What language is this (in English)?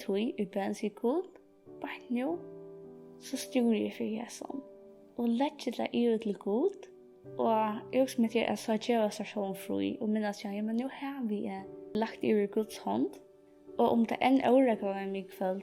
Faroese